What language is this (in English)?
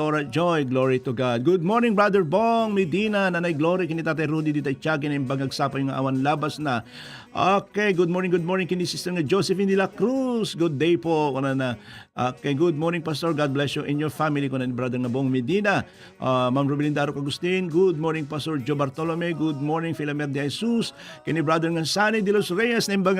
Iloko